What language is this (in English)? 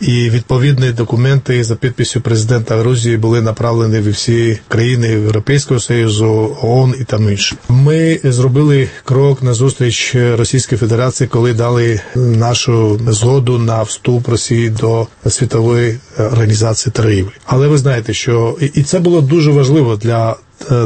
Ukrainian